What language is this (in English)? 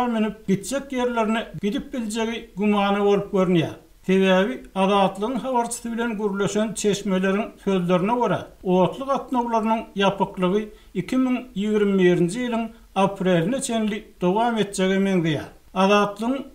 Turkmen